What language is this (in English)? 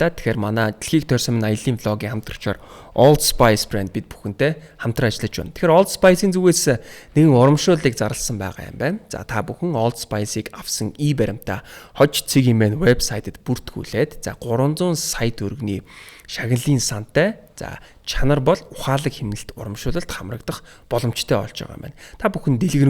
Mongolian